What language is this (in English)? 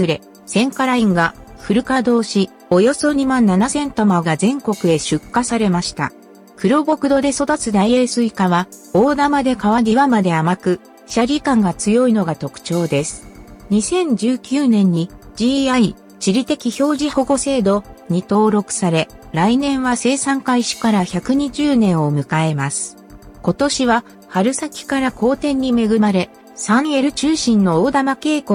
Japanese